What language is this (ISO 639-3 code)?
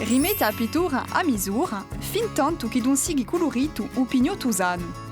cos